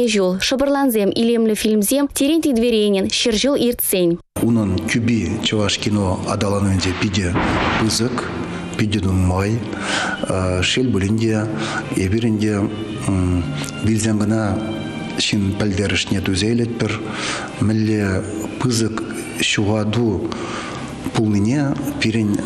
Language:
Chuvash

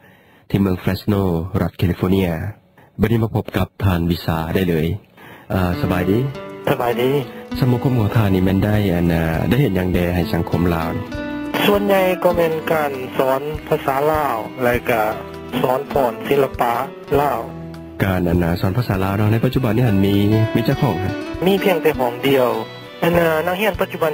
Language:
Lao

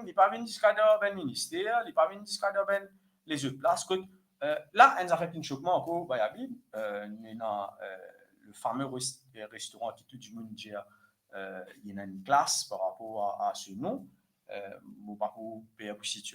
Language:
Morisyen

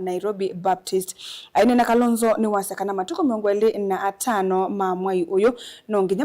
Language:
Kamba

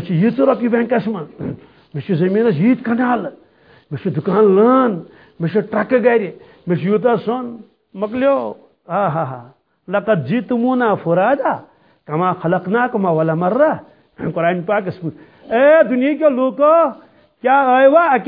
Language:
Kashmiri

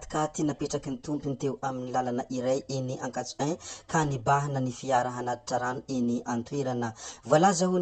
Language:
Malagasy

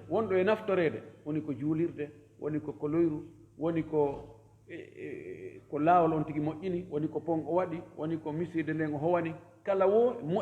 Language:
Fula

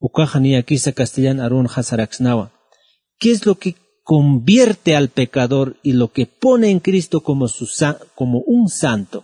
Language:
Aymara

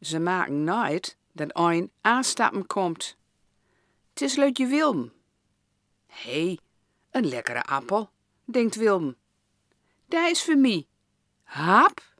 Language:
Gronings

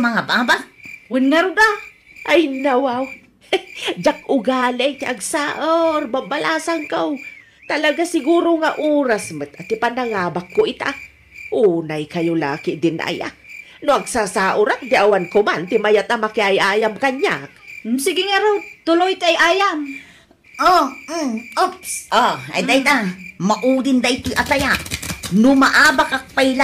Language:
Iloko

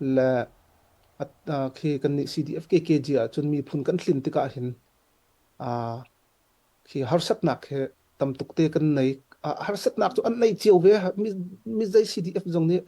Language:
Hakha Chin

